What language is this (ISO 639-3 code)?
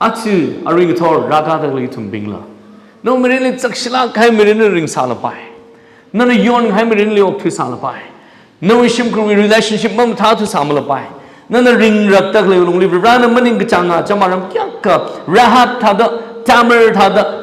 nmf